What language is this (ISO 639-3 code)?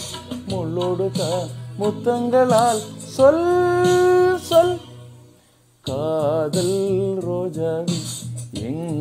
tam